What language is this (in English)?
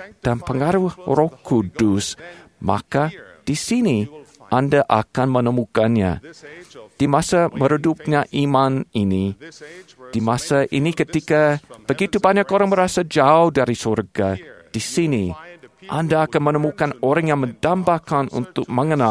Indonesian